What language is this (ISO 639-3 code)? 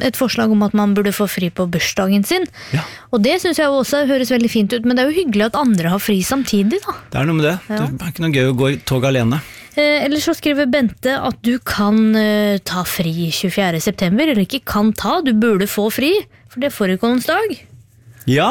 nor